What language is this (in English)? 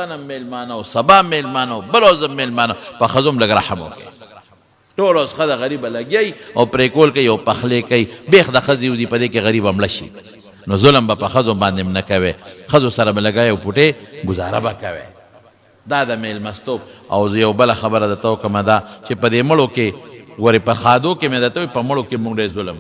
Pashto